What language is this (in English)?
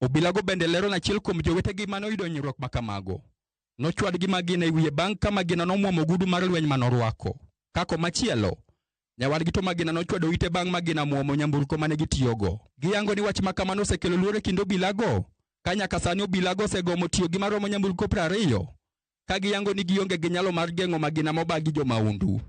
Luo (Kenya and Tanzania)